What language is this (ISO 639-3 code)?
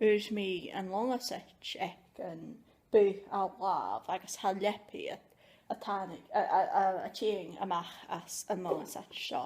gla